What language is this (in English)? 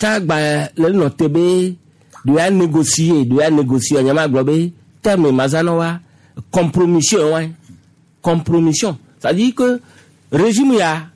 Gen